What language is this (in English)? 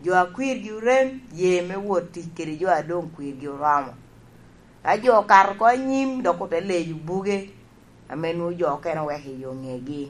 Lango (Uganda)